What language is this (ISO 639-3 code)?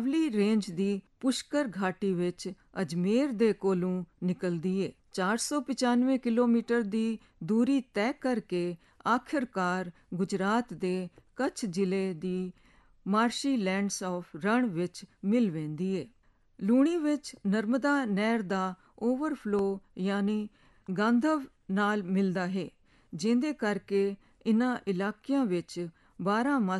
pan